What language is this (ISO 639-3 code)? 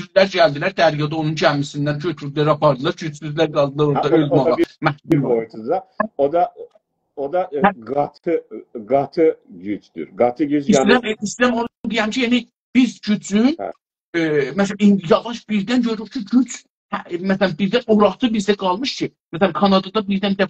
azb